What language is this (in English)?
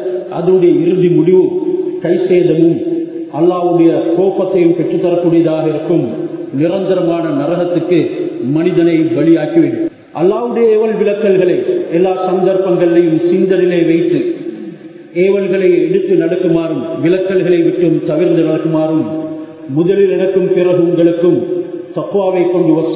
Tamil